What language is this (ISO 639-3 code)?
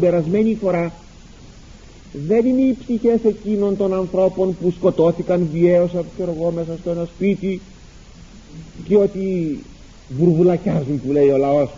ell